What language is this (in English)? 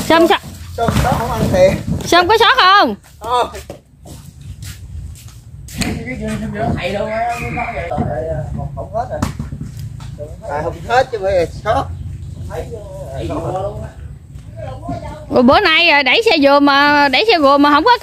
Vietnamese